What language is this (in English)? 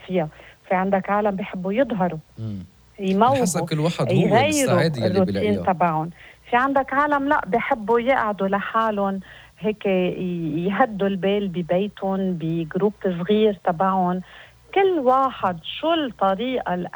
North Levantine Arabic